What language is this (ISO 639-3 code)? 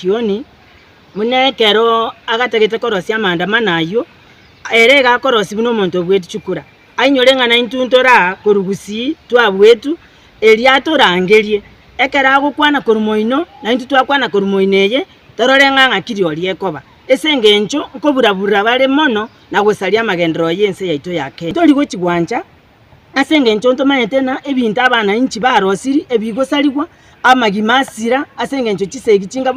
guz